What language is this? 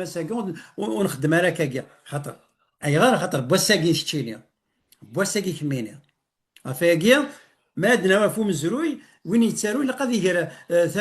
Kabyle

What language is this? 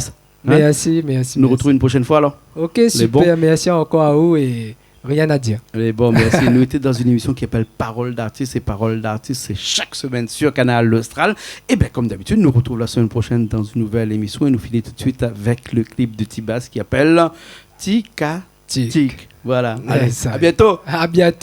Réunion Creole French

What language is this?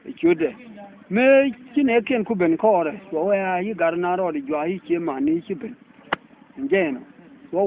Nuer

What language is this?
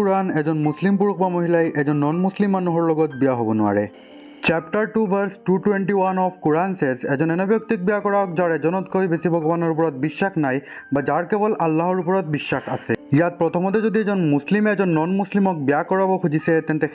Assamese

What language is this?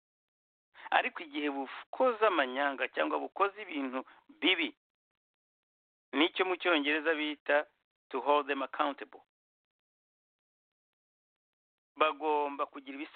Kinyarwanda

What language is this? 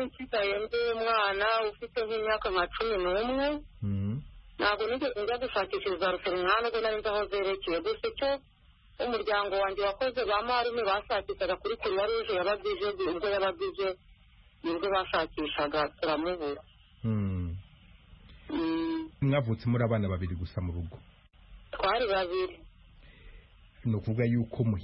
Kinyarwanda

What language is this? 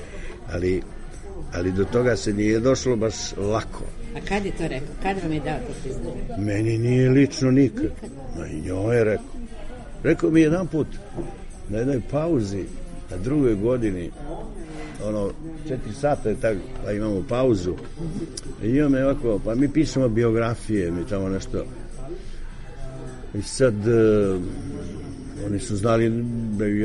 Serbian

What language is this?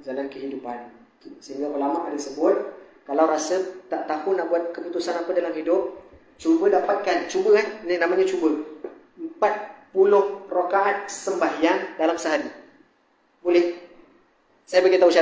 Malay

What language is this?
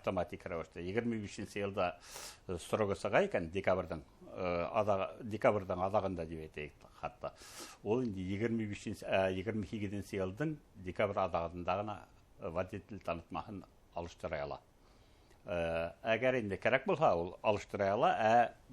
Bashkir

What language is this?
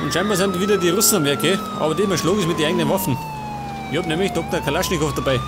Bavarian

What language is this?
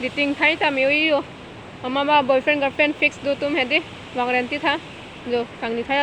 Karbi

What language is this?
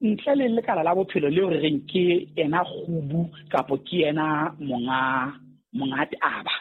Southern Sotho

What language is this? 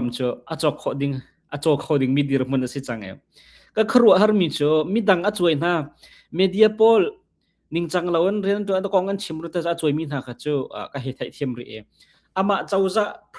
Hakha Chin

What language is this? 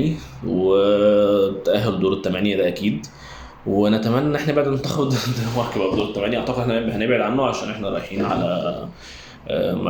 Egyptian Arabic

